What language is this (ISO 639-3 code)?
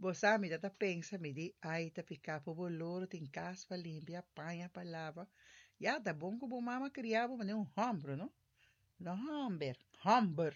pap